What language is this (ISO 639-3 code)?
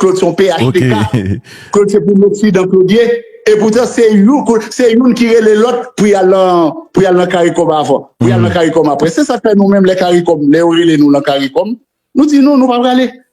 hat